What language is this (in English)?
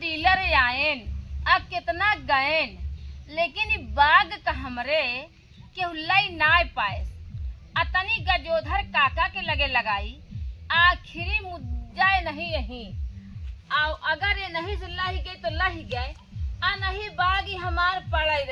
Awadhi